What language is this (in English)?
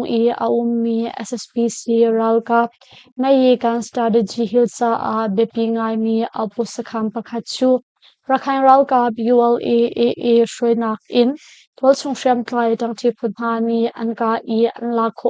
Hakha Chin